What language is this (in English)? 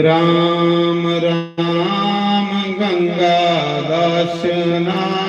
Dogri